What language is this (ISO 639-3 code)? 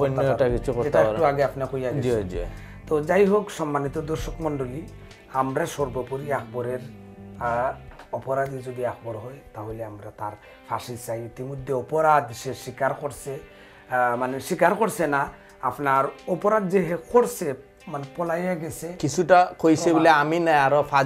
syl